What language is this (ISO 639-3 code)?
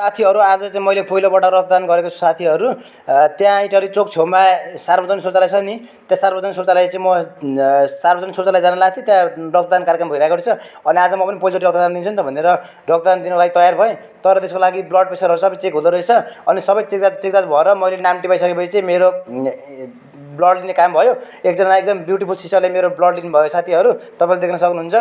nep